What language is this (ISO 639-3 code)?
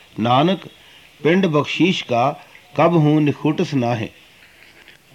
pan